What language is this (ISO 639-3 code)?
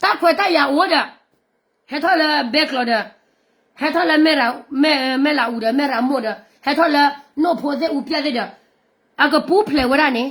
ksw